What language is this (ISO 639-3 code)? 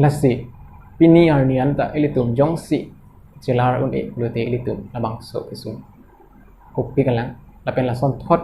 mjw